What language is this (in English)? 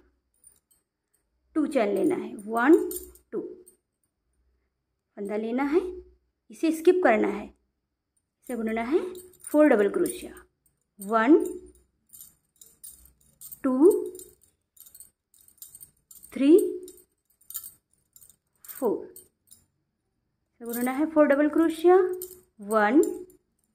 Hindi